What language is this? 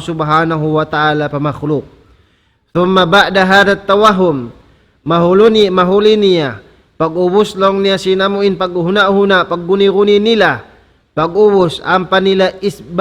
Tausug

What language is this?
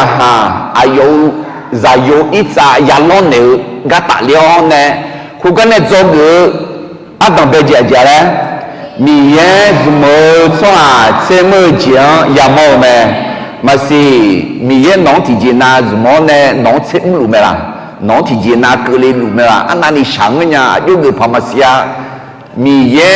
Akha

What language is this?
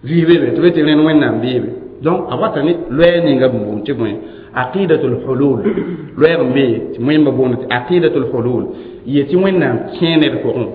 Mossi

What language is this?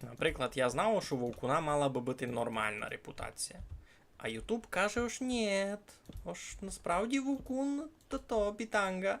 Rusyn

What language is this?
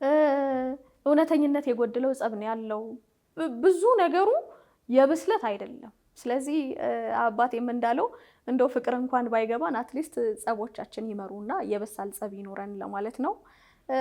Amharic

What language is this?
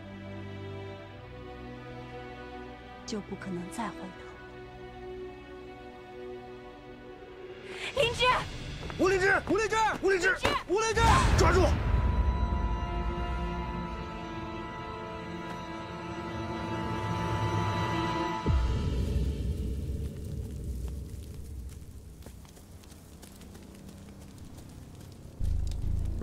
Chinese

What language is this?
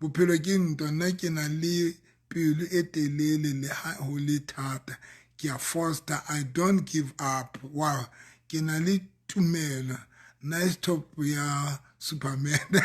Southern Sotho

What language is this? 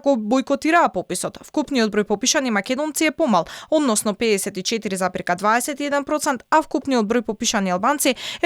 Macedonian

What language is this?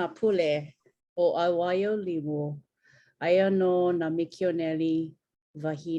Hawaiian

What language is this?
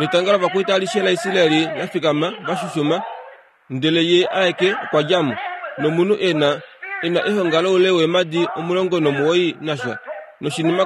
Kuanyama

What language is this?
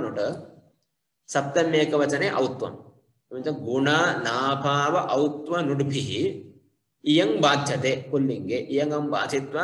Sanskrit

